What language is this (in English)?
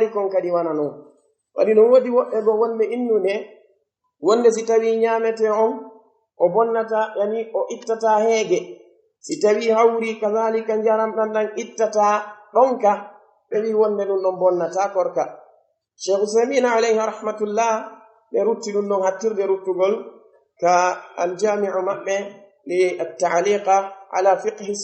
Pular